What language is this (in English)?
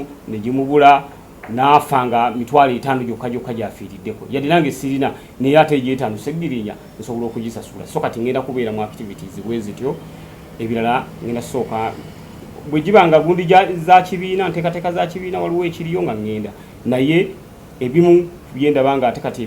Ganda